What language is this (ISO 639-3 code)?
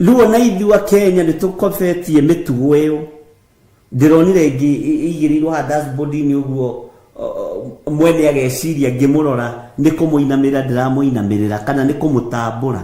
kik